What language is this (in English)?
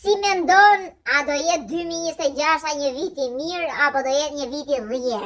Albanian